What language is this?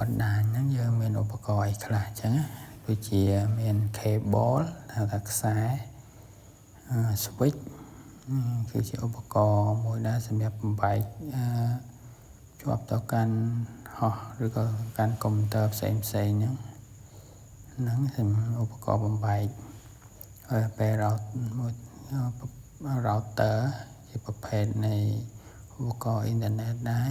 Khmer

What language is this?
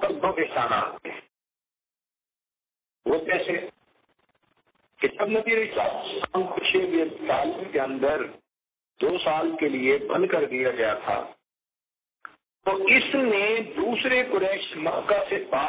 Urdu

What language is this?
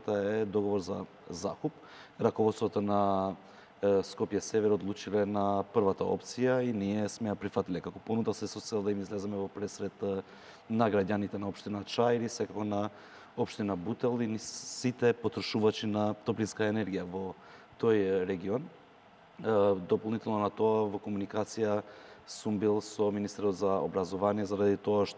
Macedonian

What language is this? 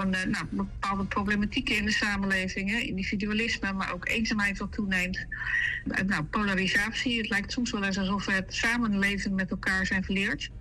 Dutch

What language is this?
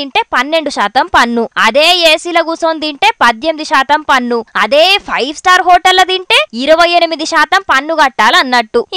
Telugu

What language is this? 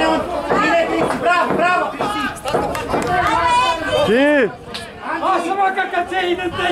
Romanian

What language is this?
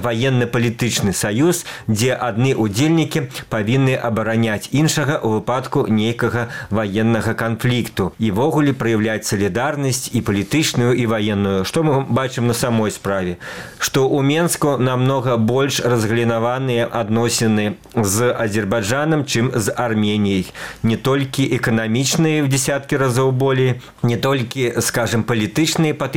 Belarusian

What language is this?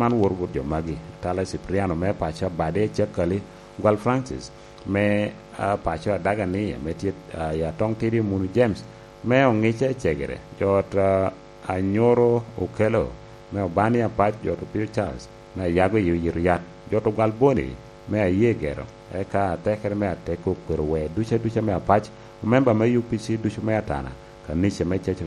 Lango (Uganda)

